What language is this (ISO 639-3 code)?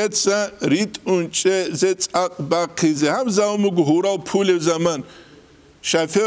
ava